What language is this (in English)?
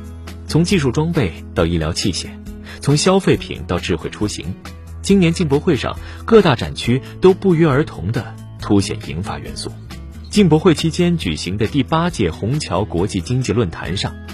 Chinese